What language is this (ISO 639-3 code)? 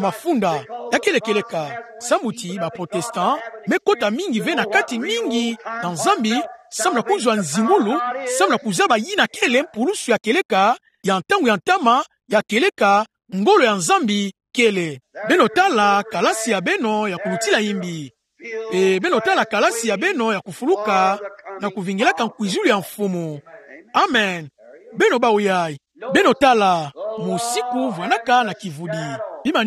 ktu